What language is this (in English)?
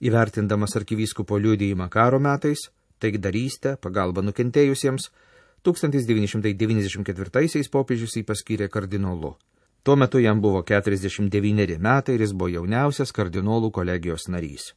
Lithuanian